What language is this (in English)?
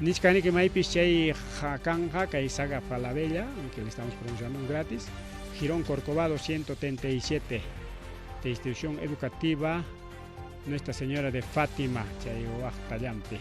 Ayacucho Quechua